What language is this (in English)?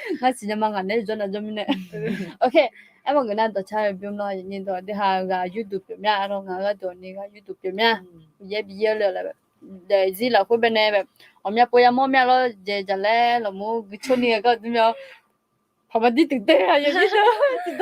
Akha